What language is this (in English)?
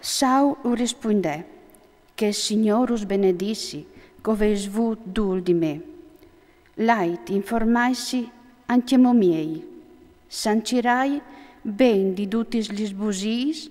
Friulian